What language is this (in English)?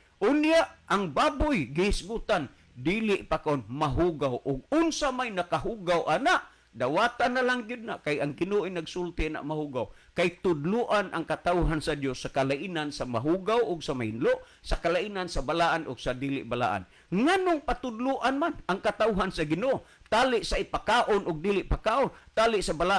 Cebuano